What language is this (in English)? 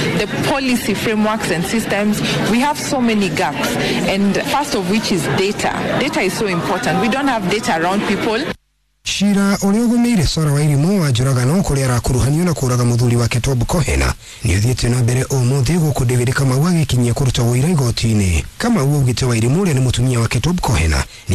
Kikuyu